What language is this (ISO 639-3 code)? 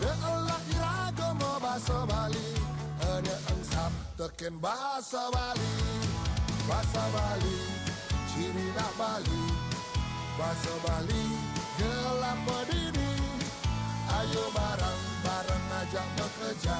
ban